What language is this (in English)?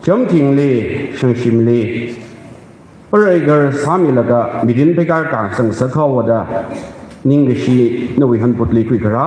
Tangkhul Naga (India)